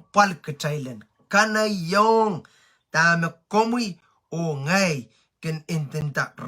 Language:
Pohnpeian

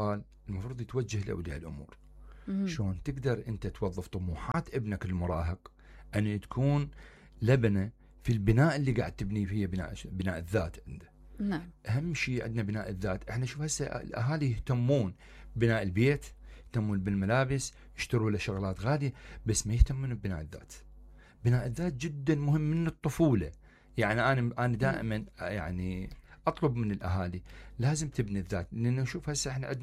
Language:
Mesopotamian Arabic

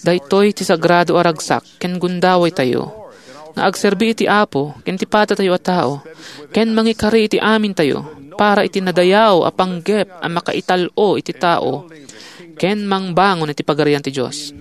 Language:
Iloko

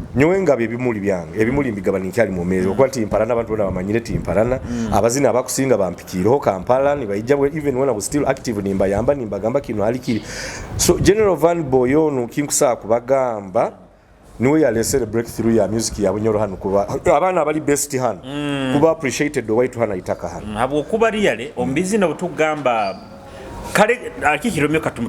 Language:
Nyoro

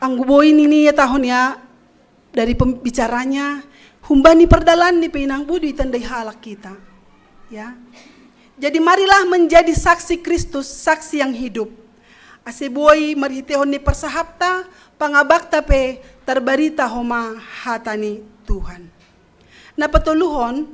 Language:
Batak Simalungun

